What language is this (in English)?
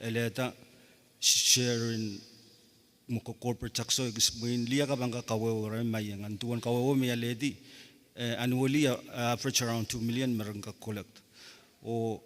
Pohnpeian